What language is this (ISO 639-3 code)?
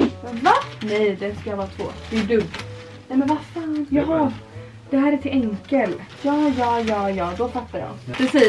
swe